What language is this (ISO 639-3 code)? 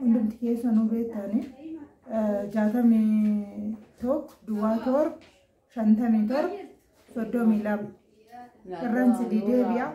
orm